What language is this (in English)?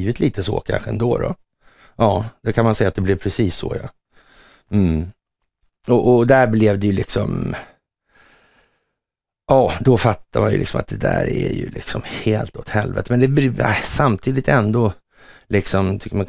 Swedish